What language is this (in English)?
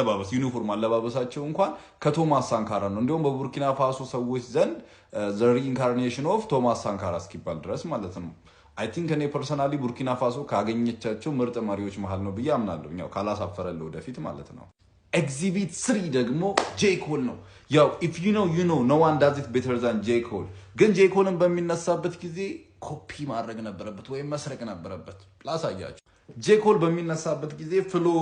Amharic